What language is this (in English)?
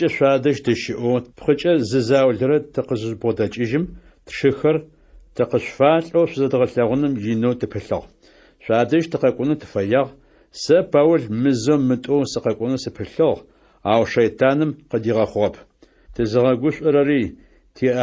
Adyghe